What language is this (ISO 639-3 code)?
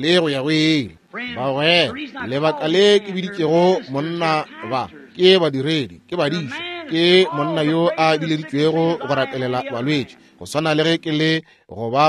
nso